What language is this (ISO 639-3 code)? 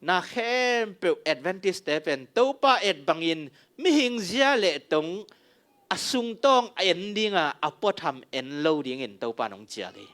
ctd